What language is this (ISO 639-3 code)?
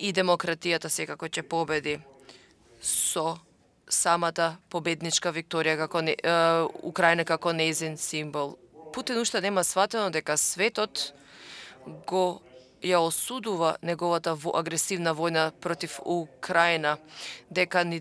mkd